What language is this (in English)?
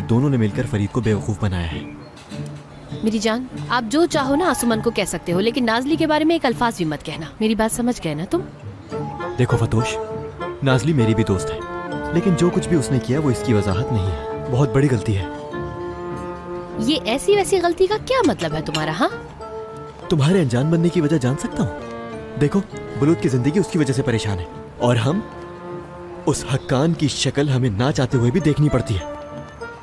Hindi